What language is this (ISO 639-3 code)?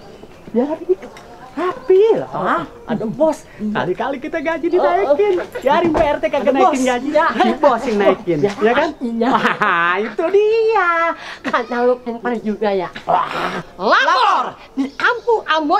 bew